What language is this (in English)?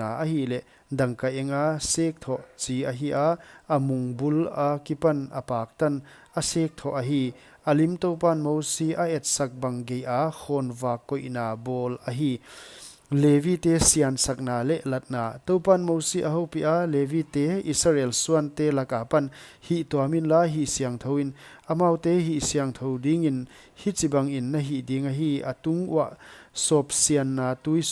Paite Chin